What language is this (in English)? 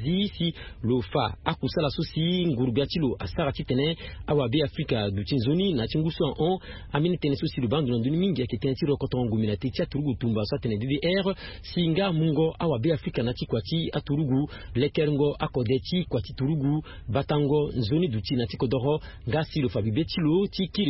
Sango